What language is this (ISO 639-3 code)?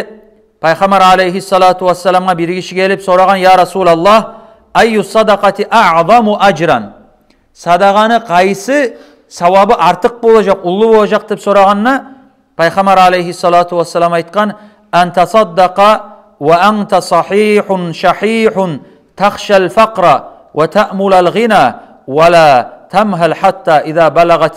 kum